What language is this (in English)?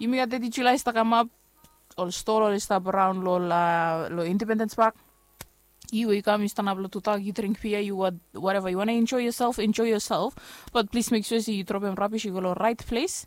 Bislama